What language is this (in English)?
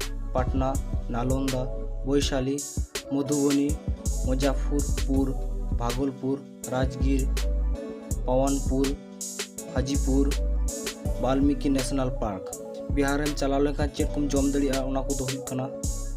Santali